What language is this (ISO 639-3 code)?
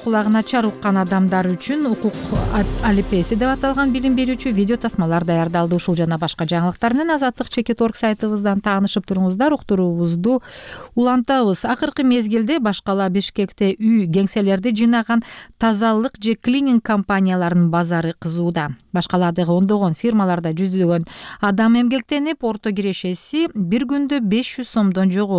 kir